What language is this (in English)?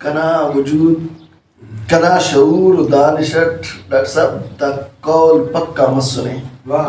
Brahui